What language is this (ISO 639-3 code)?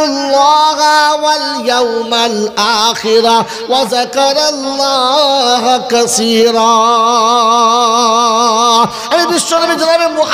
ben